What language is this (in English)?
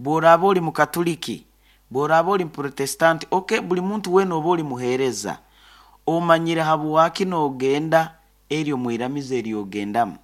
Nyoro